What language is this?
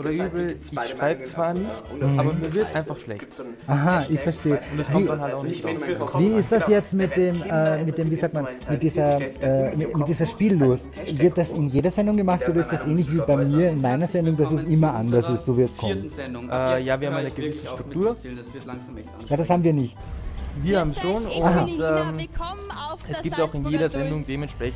German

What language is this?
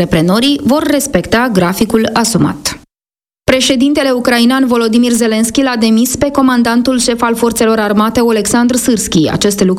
Romanian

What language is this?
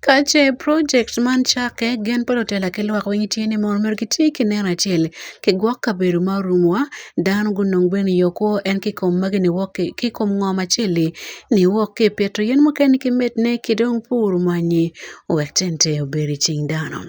Acoli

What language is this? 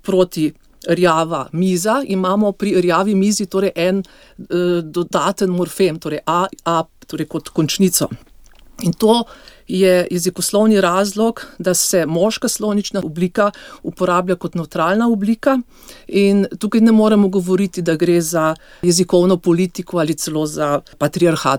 Slovenian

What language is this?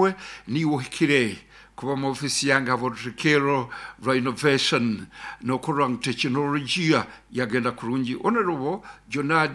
Nyankole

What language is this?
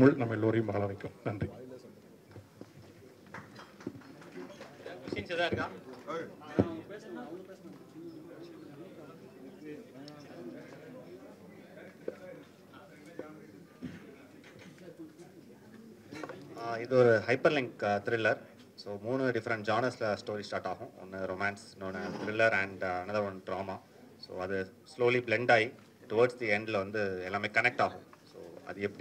Tamil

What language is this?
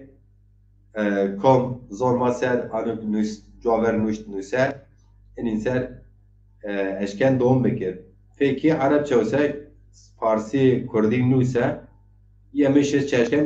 Zaza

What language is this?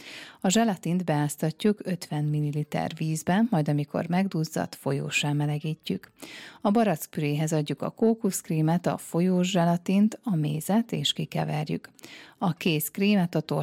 Hungarian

